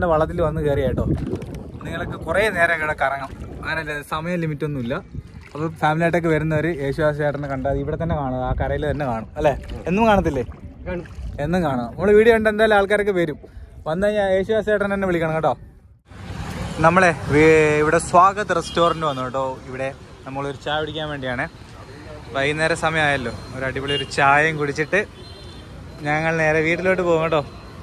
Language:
Malayalam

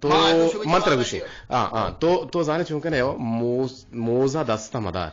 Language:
Eastern Balochi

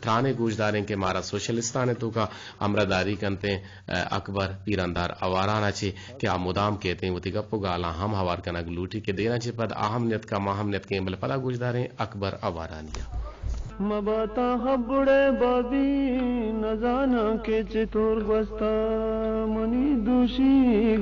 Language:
Eastern Balochi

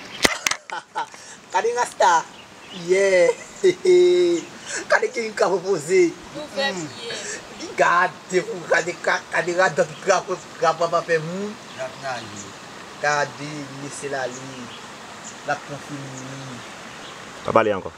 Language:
Haitian Creole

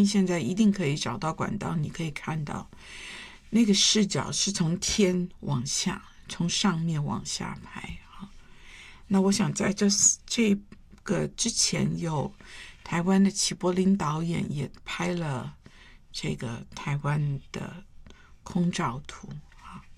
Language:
Chinese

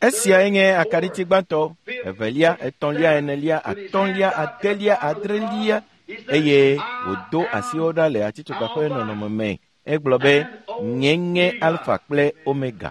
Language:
Ewe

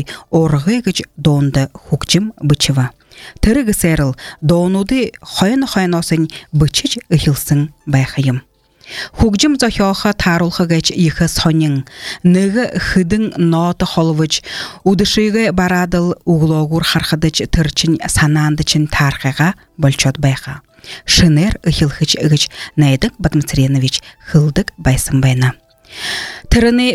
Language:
Buriat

